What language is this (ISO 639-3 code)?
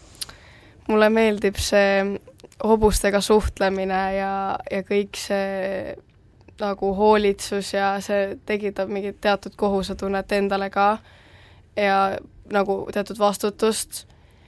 est